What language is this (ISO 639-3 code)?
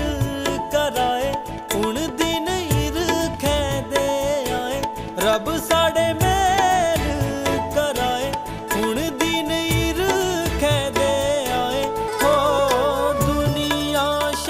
doi